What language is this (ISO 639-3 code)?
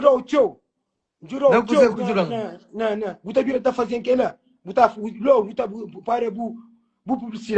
kea